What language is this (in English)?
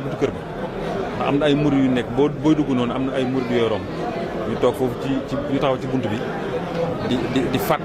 Wolof